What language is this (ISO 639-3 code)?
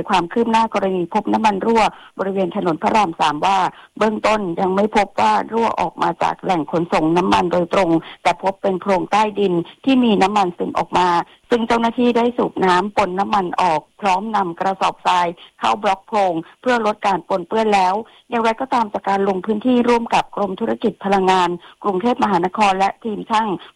tha